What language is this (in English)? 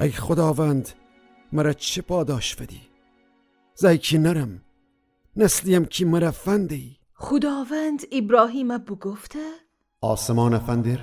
Gilaki